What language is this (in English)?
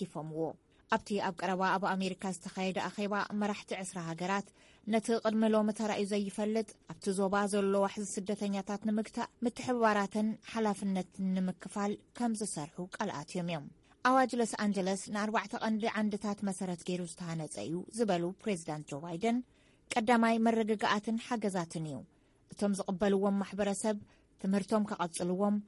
Tigrinya